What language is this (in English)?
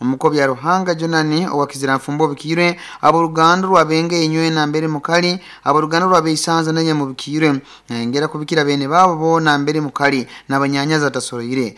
Nyankole